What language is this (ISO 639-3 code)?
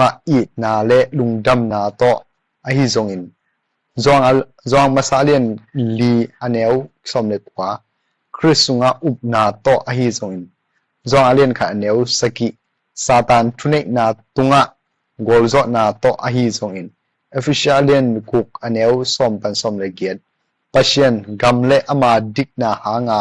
ctd